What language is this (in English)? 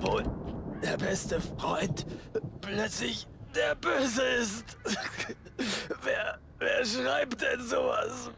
Bavarian